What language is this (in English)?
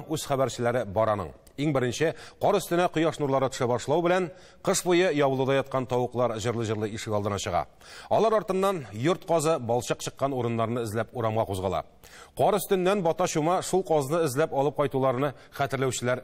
Tatar